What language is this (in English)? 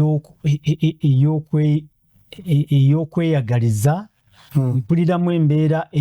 Ganda